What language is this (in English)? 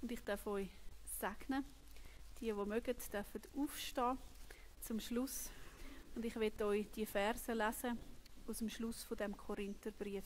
Swiss German